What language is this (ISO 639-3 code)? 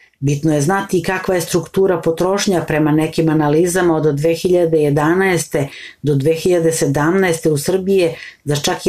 srp